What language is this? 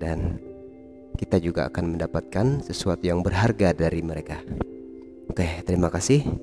Indonesian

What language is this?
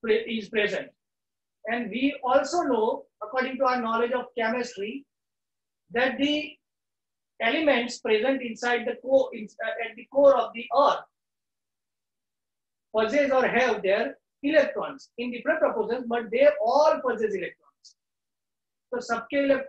English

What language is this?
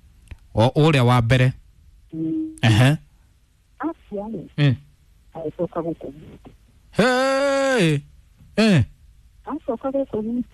Kikuyu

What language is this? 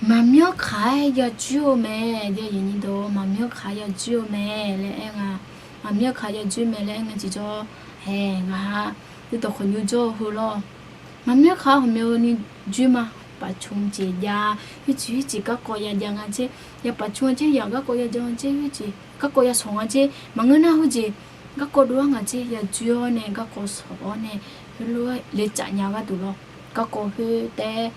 Akha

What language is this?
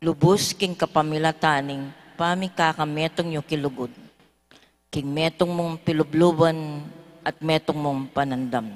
Pampanga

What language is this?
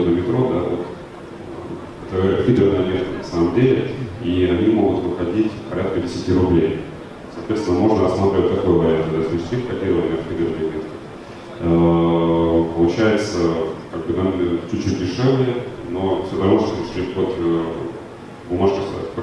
Russian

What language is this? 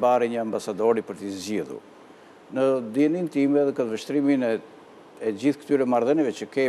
Albanian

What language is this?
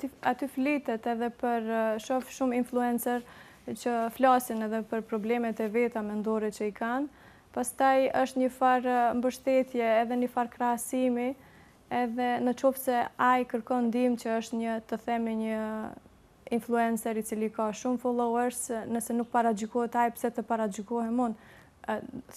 Albanian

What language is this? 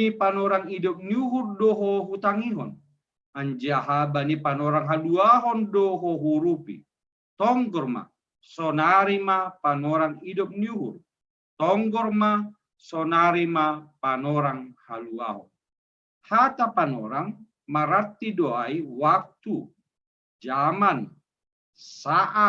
Batak Simalungun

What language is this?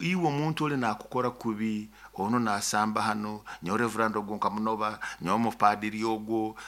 Nyoro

